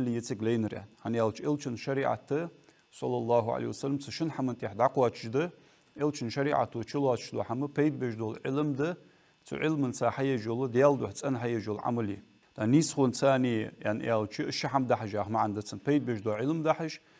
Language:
Ingush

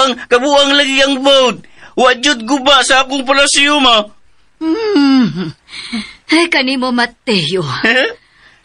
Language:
Cebuano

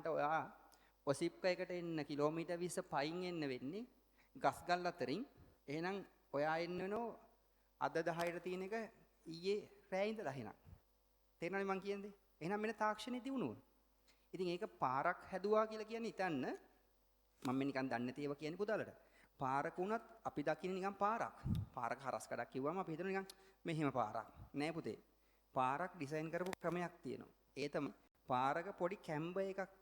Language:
Sinhala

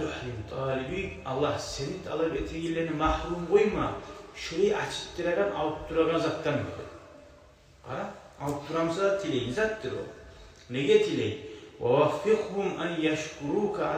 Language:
Kumyk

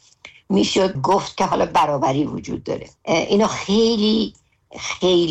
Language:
Persian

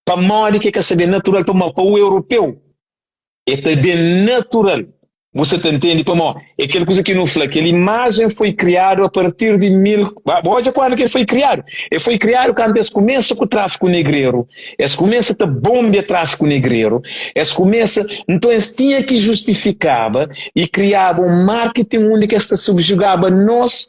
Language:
Kabuverdianu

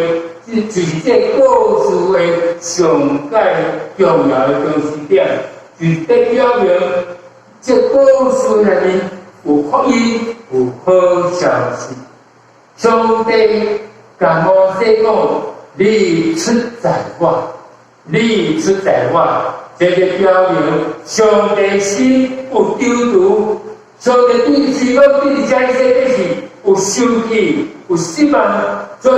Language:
Min Nan Chinese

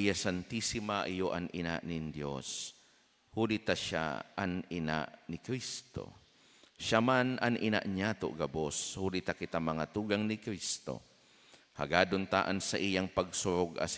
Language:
Bikol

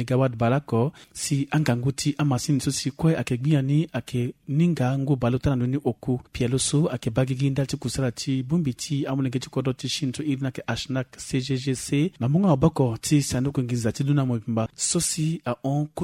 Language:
Sango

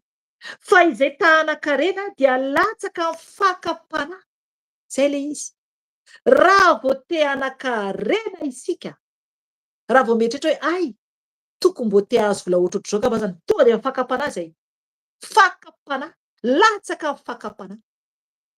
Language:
Malagasy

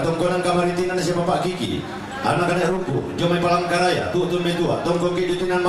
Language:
Toraja-Sa'dan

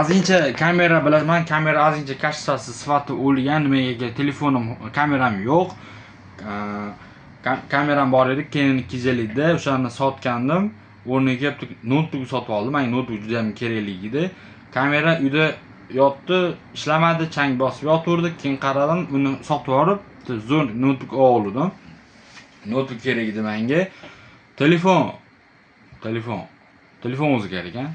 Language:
Uzbek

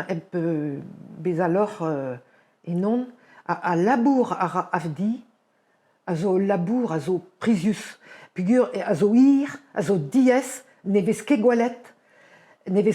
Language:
Breton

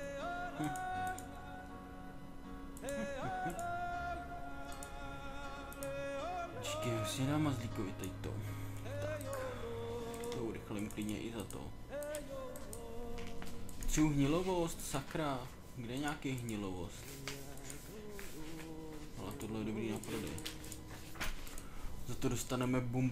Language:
Czech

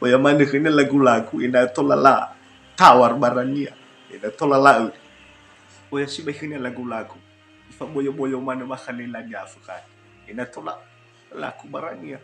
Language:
Nias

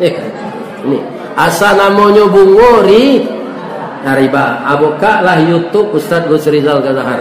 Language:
Minangkabau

